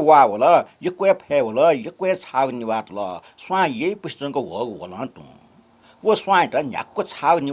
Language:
Newari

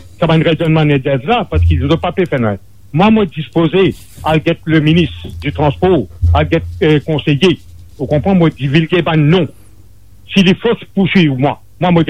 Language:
Morisyen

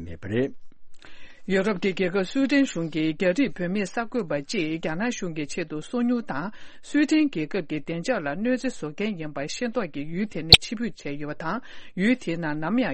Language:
Tibetan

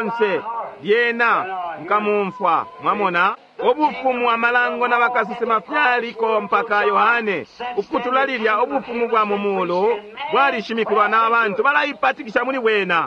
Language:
Bemba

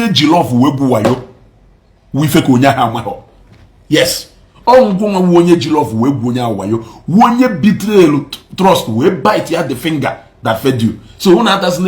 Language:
Igbo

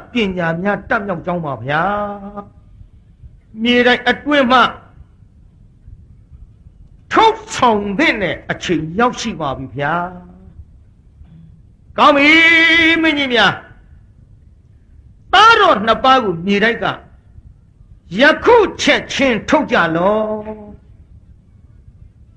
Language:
Burmese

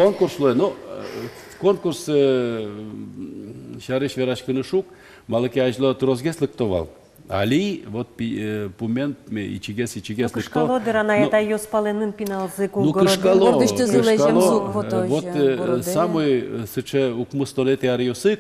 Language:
Udmurt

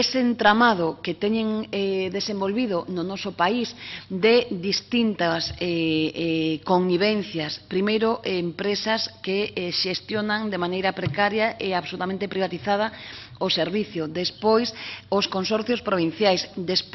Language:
Galician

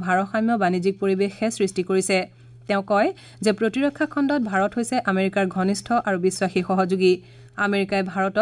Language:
Assamese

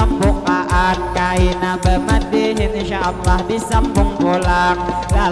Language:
Banjar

